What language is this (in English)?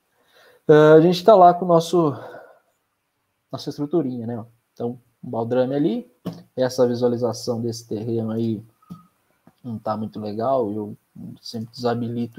Portuguese